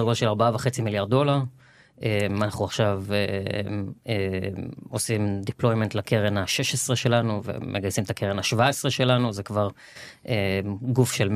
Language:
Hebrew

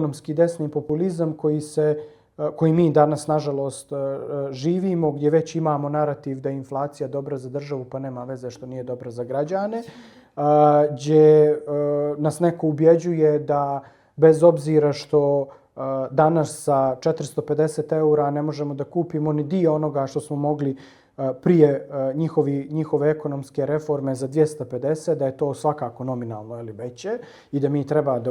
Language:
Bosnian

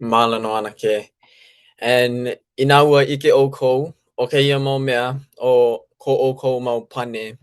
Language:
Hawaiian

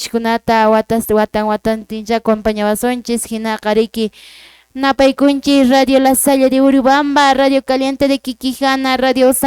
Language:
Quechua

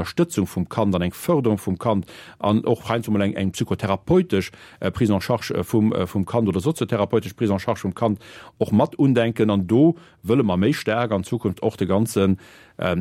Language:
Luxembourgish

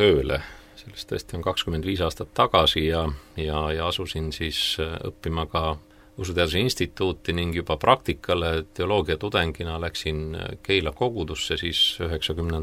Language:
Estonian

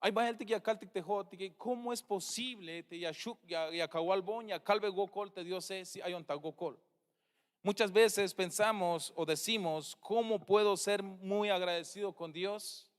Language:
Tzeltal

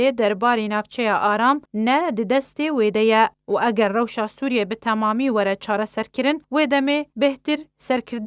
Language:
Kurdish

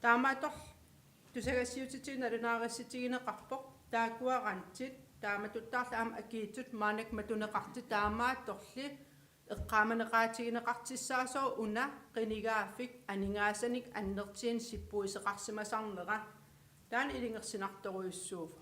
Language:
Kalaallisut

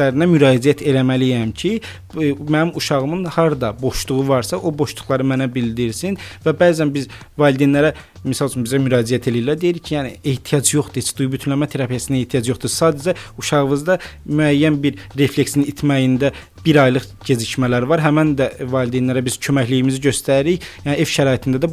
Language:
Azerbaijani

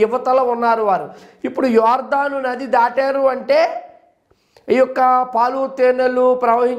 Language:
Telugu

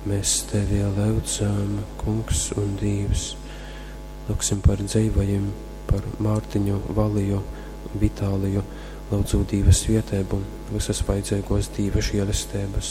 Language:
Latgalian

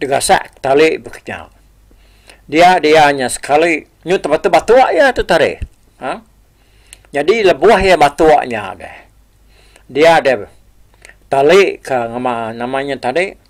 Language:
Iban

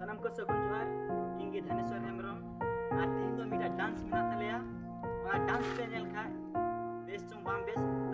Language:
Santali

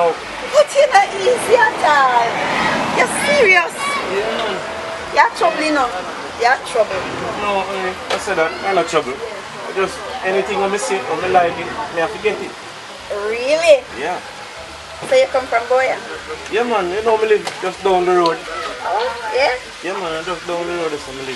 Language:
Jamaican Creole English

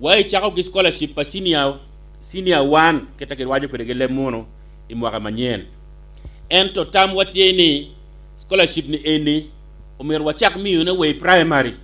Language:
Acoli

